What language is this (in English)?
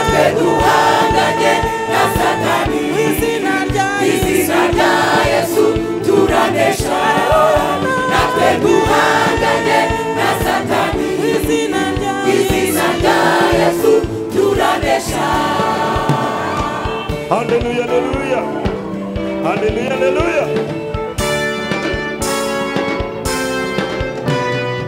Kinyarwanda